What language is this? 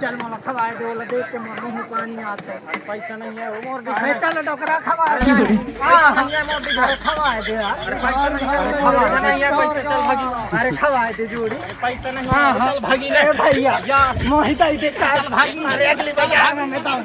Chhattisgarhi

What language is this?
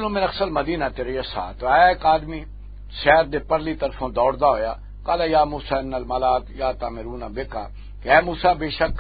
Western Panjabi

